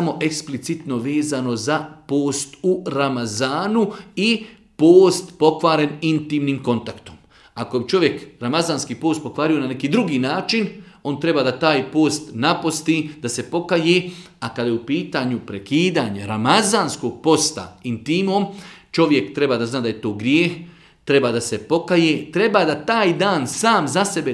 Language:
Bosnian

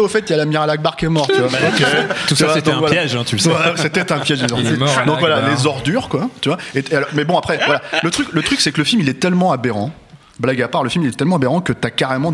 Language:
French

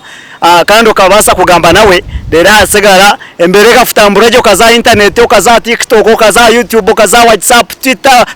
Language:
Nyankole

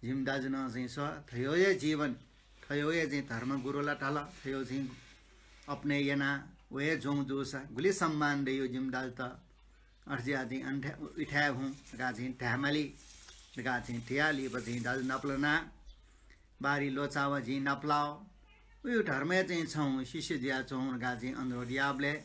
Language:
Newari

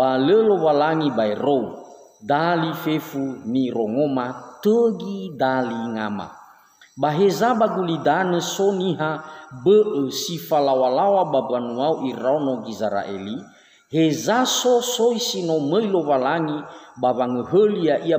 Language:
Nias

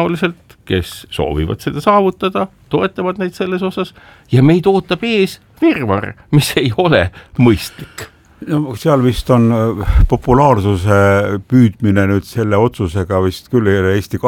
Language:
Estonian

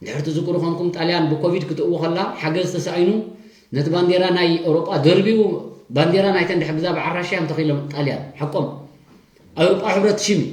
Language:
Tigrinya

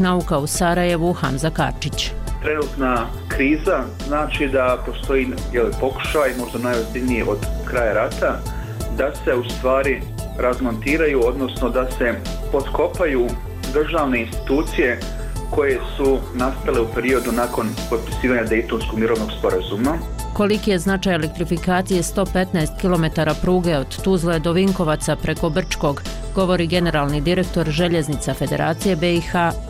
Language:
Bosnian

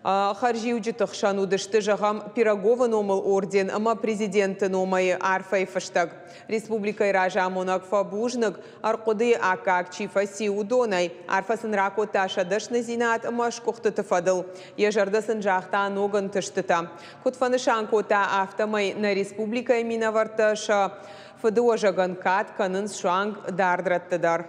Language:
Ossetic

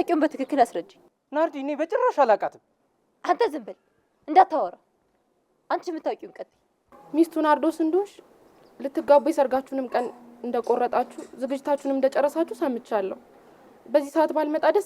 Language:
Amharic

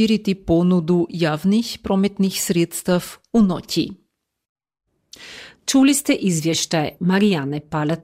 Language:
Croatian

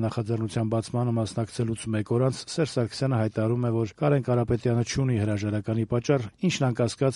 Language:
Armenian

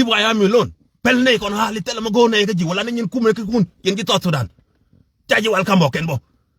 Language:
Nuer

